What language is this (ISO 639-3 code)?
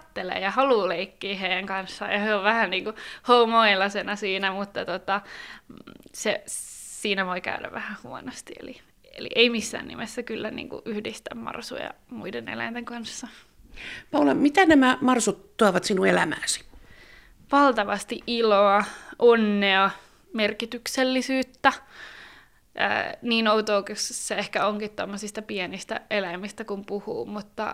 fin